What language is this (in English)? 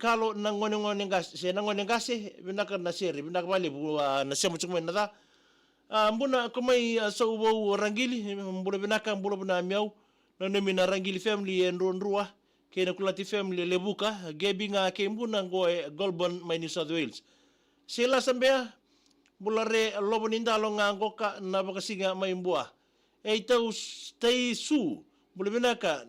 Fijian